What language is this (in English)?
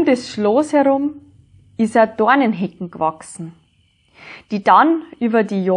Bavarian